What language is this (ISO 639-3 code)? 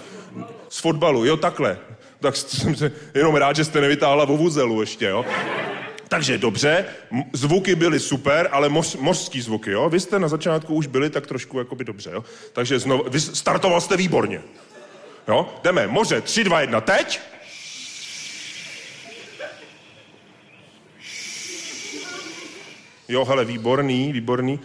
ces